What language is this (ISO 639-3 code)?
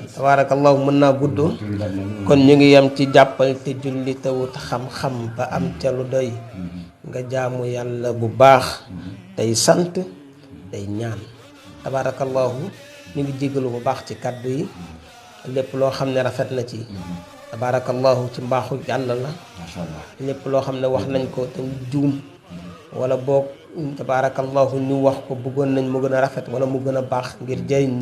wol